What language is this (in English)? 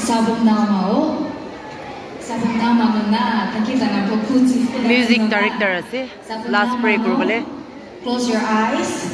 Naga Pidgin